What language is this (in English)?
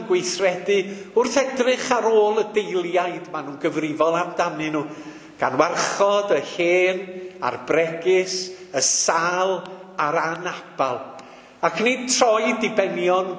Welsh